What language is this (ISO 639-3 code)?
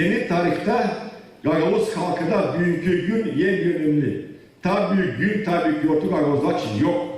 gag